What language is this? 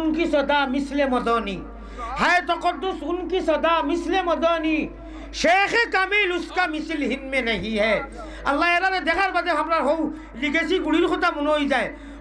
Sylheti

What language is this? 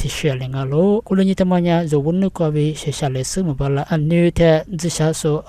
Lisu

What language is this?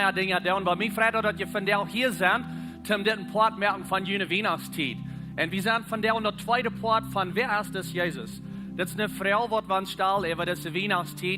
Plautdietsch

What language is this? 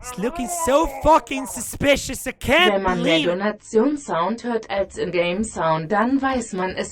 Bavarian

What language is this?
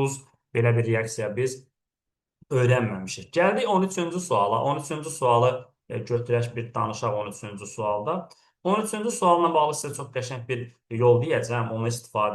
Azerbaijani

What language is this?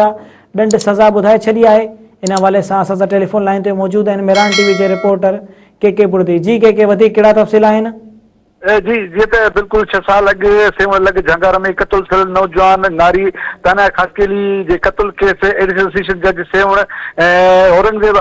Sindhi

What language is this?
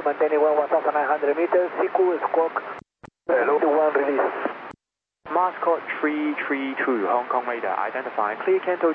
English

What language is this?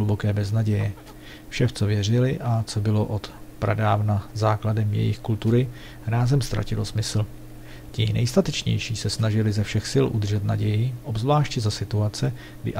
Czech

